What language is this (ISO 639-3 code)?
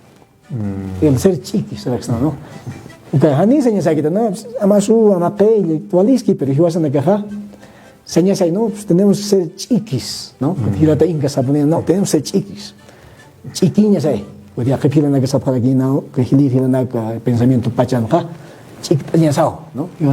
aym